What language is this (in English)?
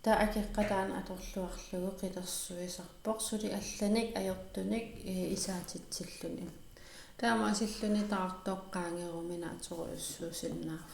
Kalaallisut